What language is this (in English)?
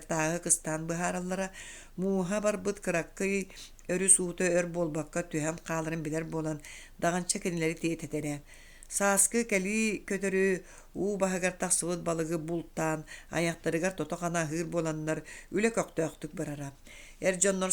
Yakut